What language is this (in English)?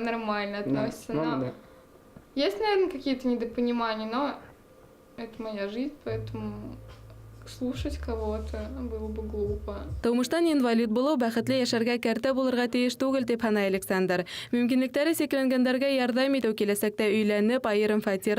Bashkir